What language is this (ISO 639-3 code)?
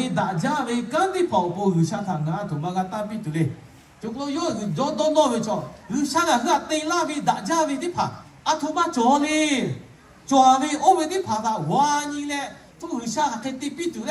lhu